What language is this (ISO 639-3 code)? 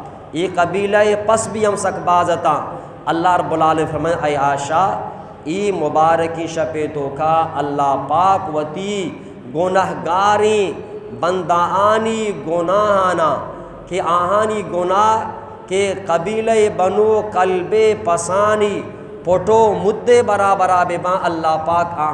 bgp